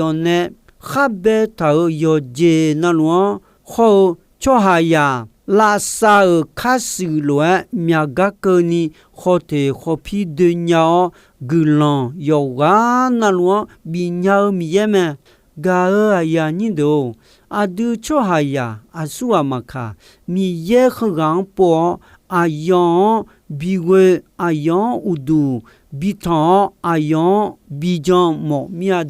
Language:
Akha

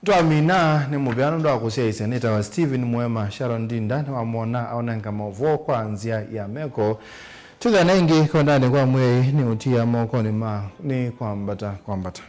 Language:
Kamba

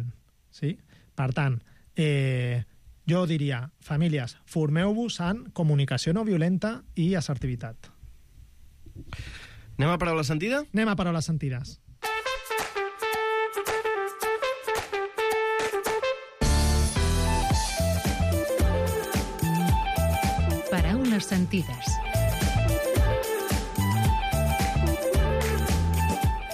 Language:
Catalan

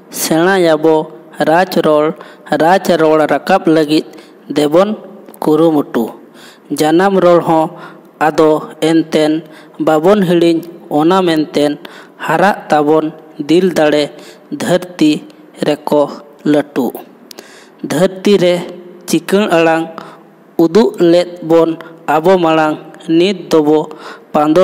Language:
Santali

